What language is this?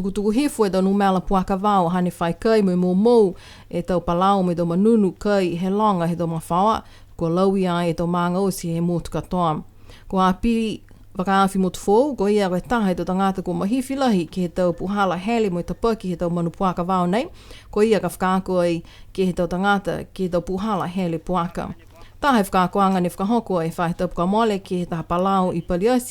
Niuean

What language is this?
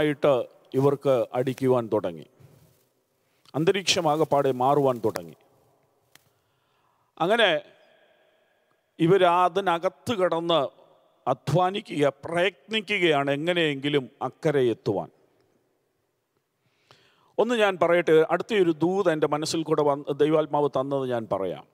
Malayalam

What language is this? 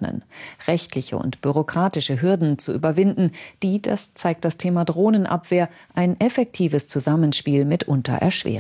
German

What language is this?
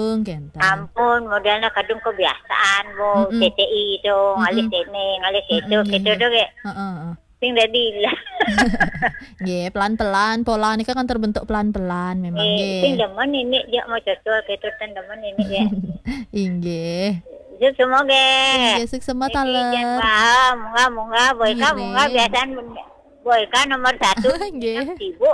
Balinese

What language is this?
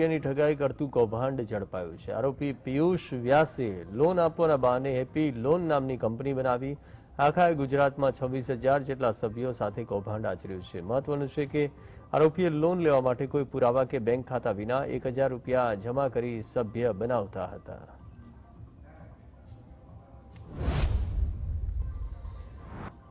Gujarati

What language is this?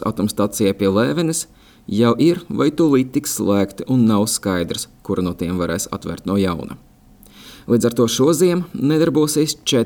Latvian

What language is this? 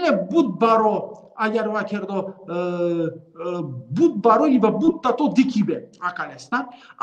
Balkan Romani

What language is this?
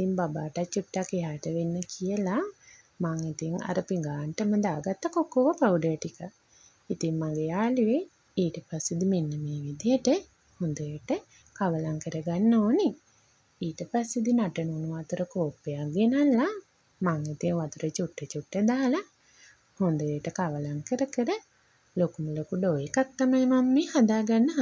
Sinhala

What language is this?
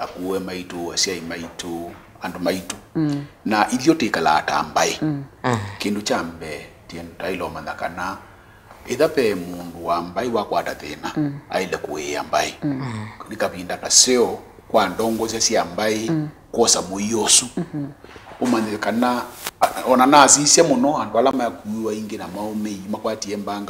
Kamba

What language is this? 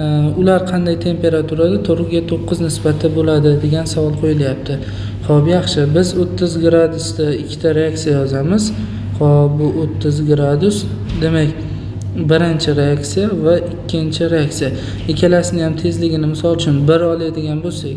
Uzbek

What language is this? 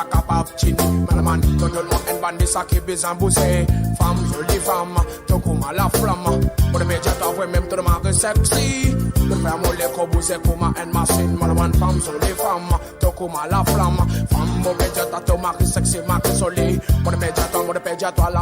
Morisyen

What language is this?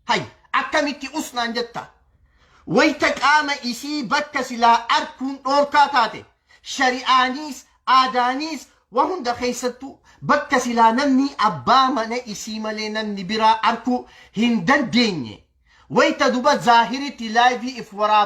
Oromo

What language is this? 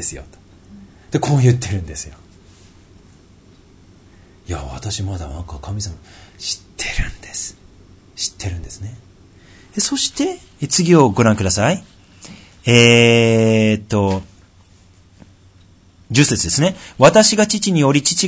Japanese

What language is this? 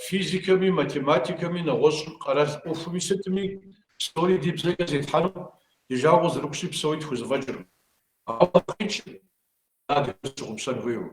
Kabardian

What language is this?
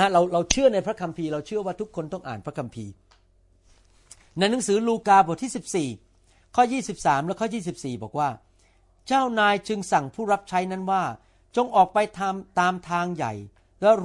Thai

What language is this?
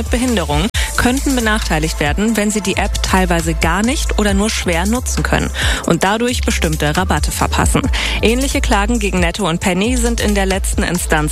German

